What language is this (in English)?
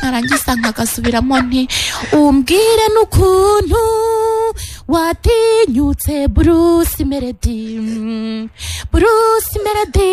Kinyarwanda